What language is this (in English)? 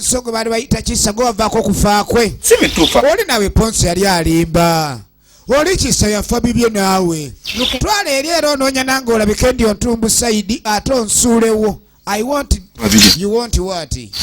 Ganda